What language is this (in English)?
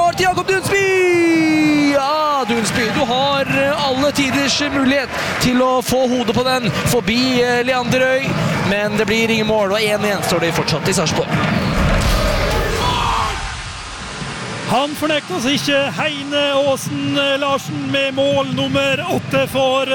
Norwegian